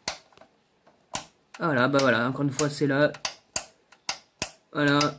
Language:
French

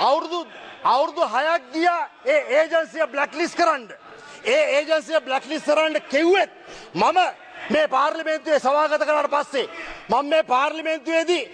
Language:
Sinhala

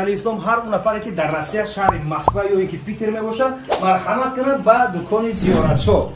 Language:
Tajik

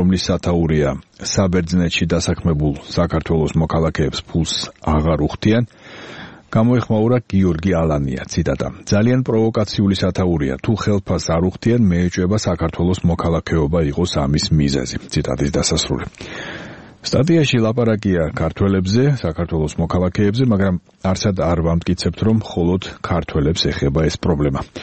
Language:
Georgian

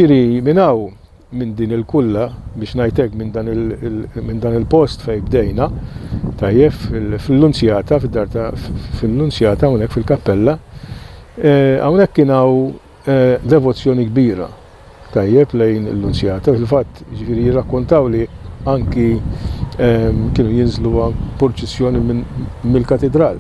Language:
Maltese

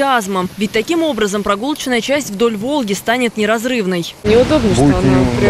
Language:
Russian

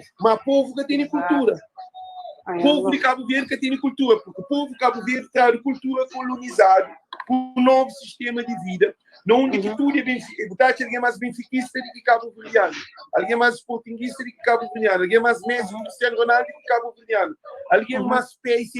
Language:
Kabuverdianu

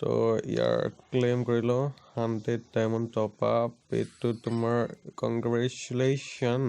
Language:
Assamese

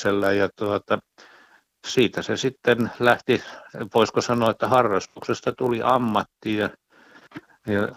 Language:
Finnish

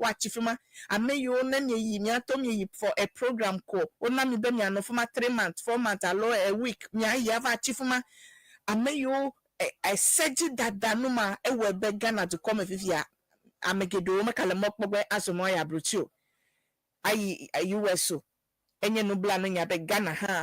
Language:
Ewe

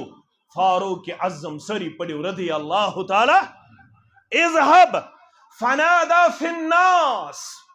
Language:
Kashmiri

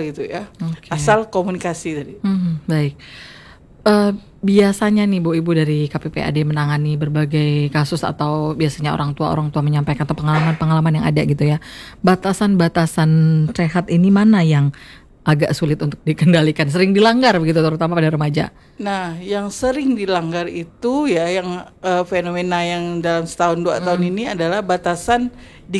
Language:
Indonesian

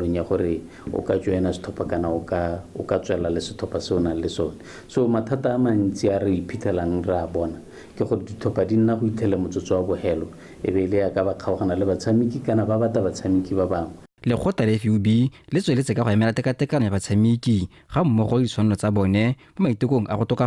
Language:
Tswana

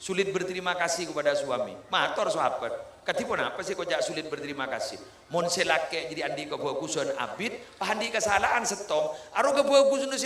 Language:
Madurese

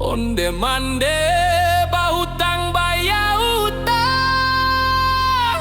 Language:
Minangkabau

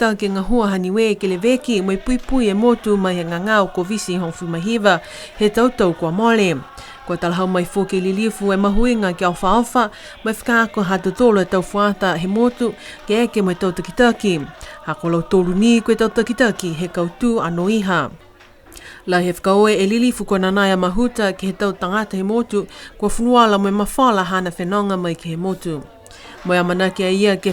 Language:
Niuean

